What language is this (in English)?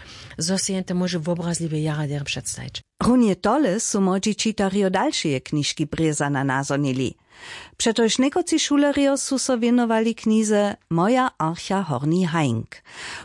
Upper Sorbian